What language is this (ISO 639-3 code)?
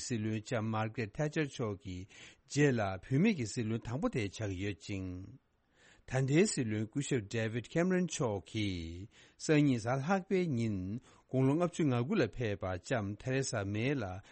bod